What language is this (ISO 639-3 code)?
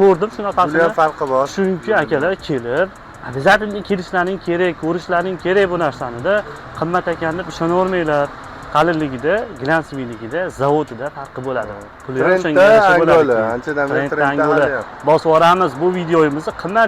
uzb